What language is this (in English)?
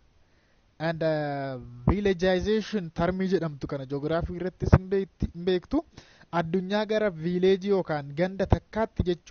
Oromo